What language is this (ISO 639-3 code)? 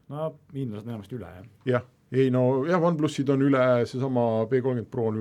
est